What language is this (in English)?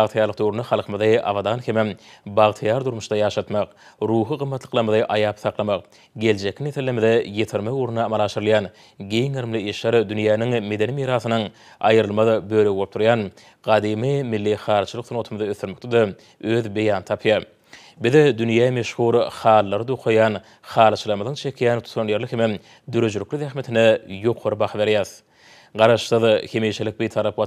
Turkmen